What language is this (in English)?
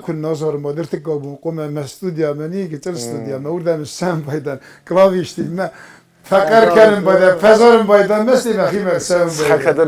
Ossetic